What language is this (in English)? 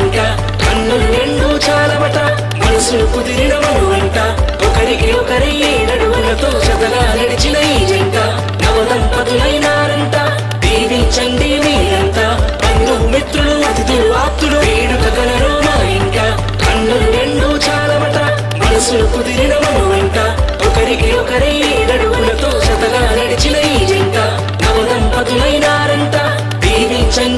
Telugu